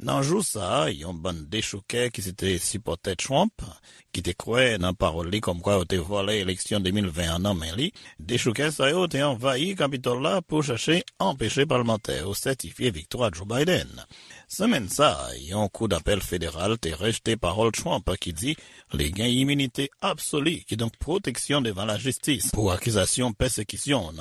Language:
Haitian Creole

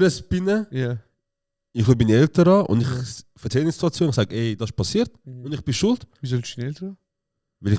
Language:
Swiss German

